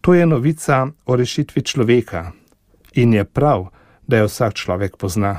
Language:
Slovenian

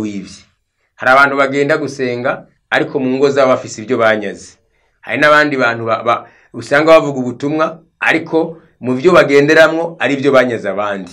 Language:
Rundi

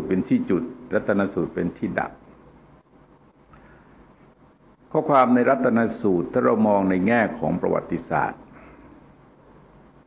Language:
Thai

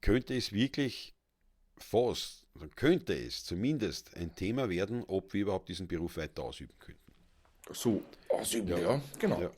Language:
Bavarian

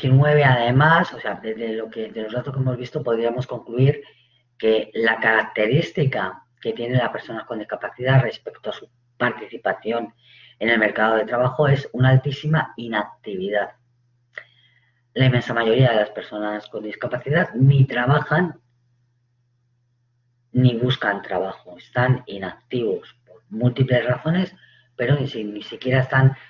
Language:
Spanish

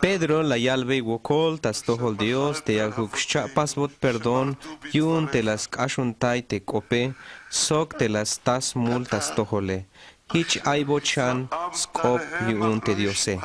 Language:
Tzeltal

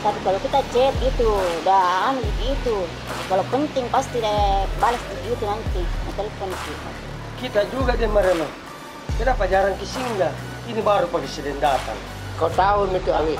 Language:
Makassar Malay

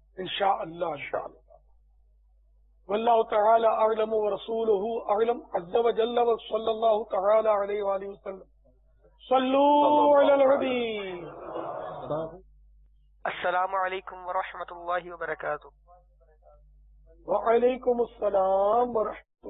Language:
Urdu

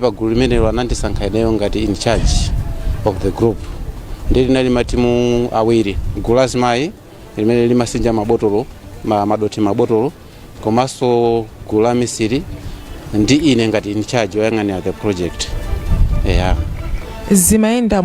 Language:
Nyanja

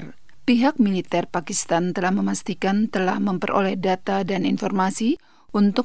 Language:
Indonesian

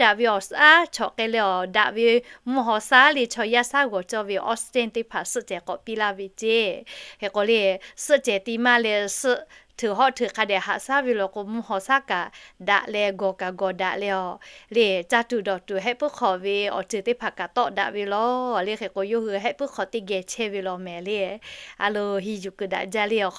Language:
Lahu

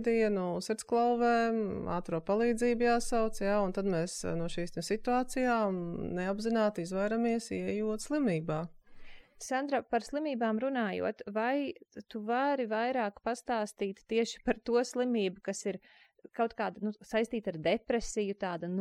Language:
Latvian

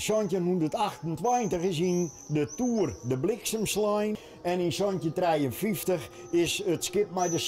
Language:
Western Frisian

